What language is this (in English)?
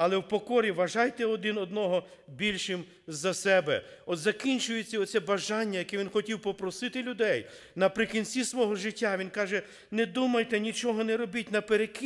Ukrainian